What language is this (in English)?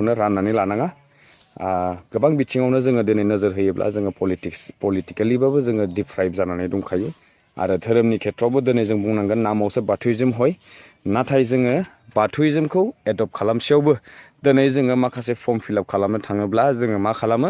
Bodo